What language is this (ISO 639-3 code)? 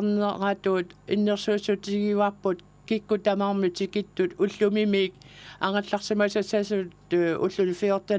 kal